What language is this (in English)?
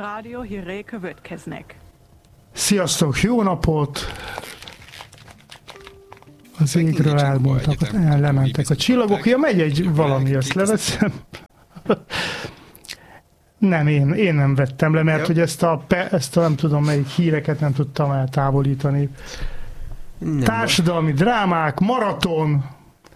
Hungarian